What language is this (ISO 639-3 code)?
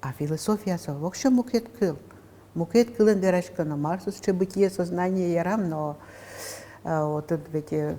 udm